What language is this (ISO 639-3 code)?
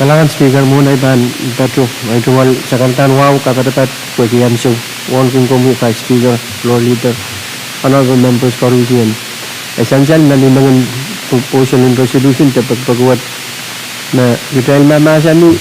pon